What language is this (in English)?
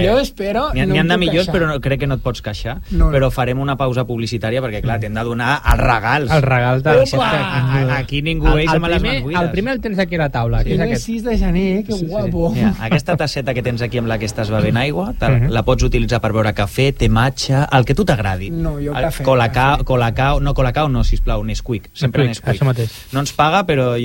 Catalan